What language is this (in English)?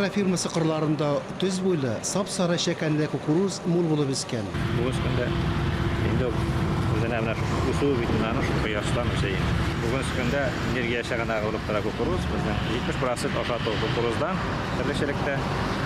Tatar